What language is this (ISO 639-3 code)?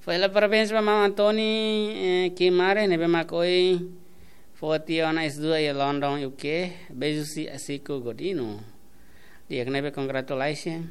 tet